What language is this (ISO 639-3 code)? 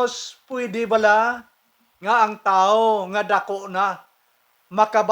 hil